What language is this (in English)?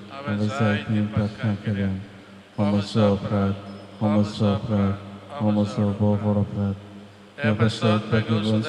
Konkani